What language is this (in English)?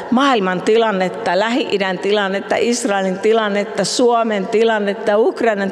Finnish